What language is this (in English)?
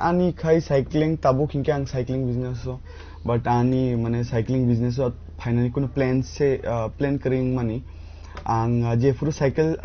Kok Borok